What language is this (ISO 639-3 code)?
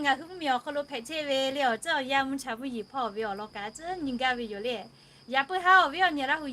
lhu